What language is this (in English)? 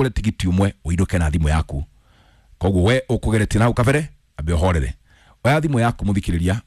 Kikuyu